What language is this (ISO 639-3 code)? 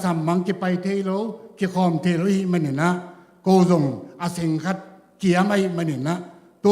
ctd